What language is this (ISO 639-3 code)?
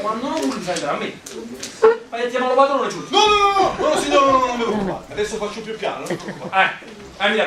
nap